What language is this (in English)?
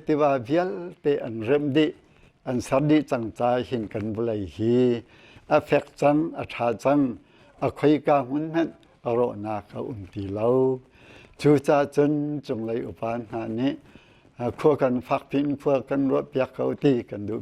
Hakha Chin